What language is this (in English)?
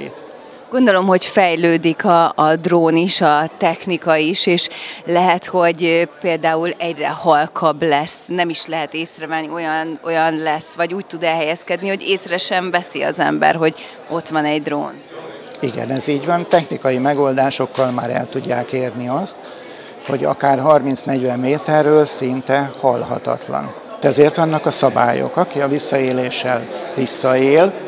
Hungarian